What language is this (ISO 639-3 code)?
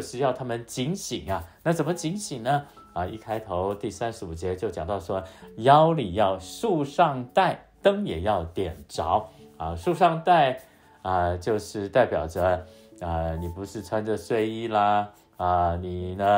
zho